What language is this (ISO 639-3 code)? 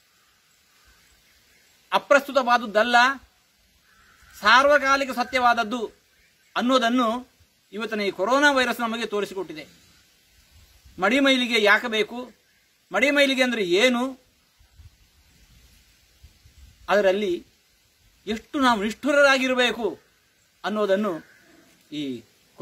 kan